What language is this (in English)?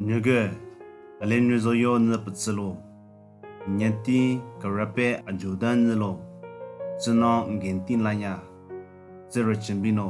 Southern Rengma Naga